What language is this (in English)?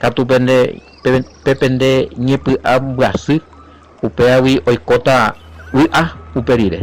Guarani